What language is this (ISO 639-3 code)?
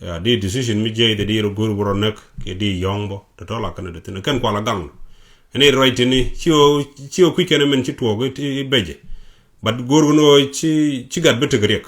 nus